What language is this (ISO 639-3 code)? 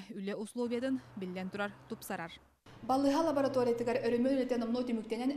sah